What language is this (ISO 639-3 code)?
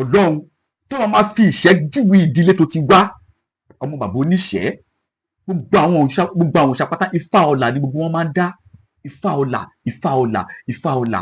yor